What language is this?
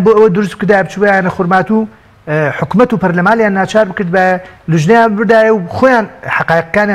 Central Kurdish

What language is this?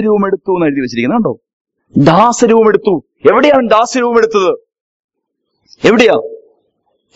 Malayalam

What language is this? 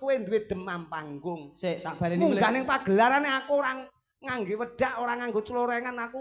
Javanese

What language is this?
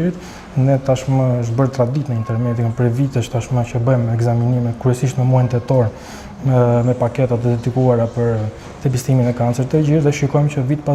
Albanian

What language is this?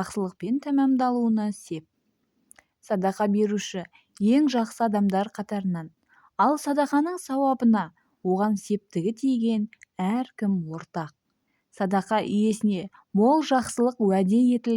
Kazakh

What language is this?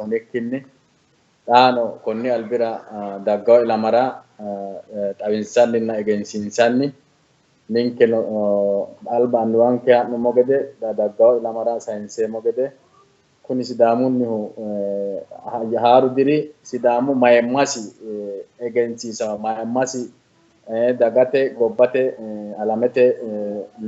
Sidamo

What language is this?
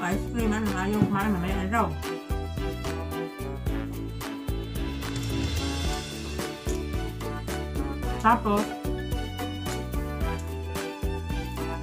Filipino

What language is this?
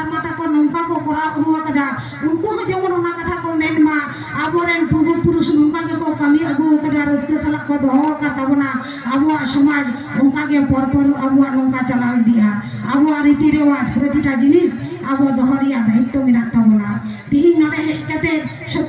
Santali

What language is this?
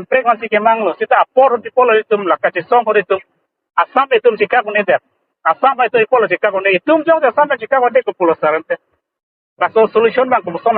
Karbi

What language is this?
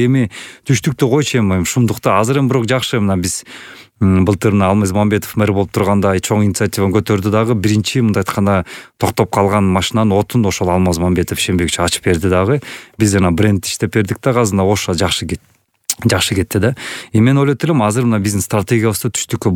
Kyrgyz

